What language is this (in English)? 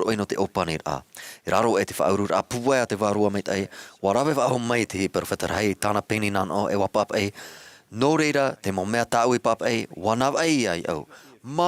Tahitian